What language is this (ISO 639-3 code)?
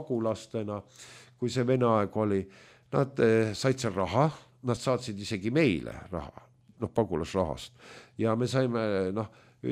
est